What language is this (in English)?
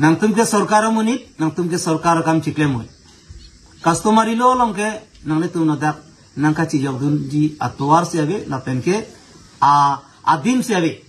Karbi